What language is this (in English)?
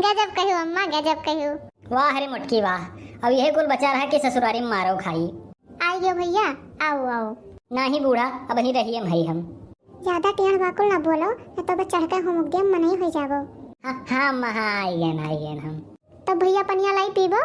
Awadhi